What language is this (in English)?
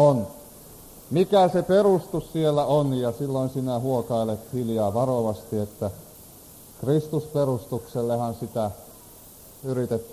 Finnish